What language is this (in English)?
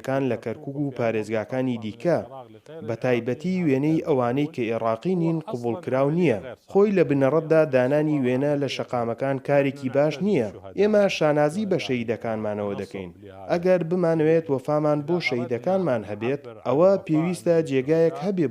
Central Kurdish